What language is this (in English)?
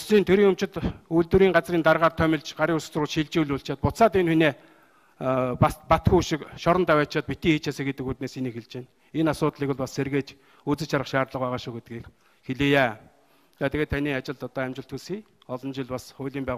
Mongolian